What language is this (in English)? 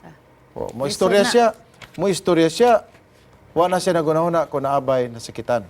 Cebuano